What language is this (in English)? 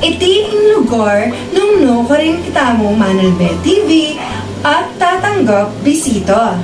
Pampanga